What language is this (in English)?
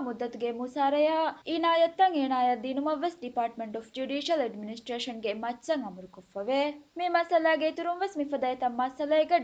Divehi